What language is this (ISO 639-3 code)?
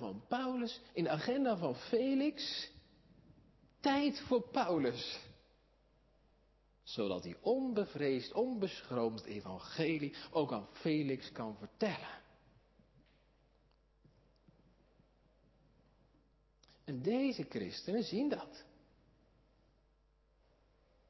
nld